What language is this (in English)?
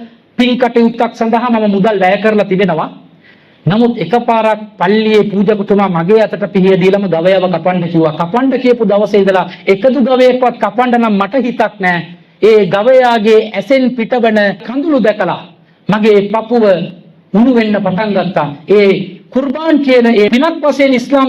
Sinhala